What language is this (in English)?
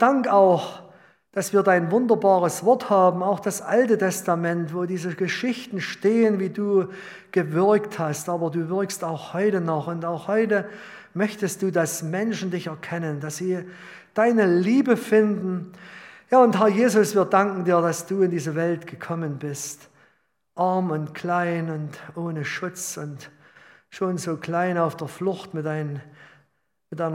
German